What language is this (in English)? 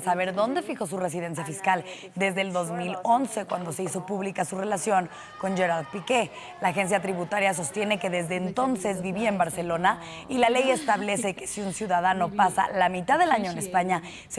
Spanish